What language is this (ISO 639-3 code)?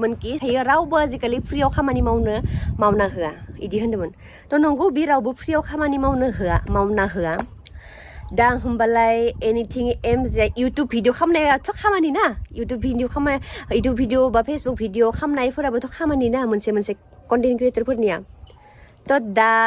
brx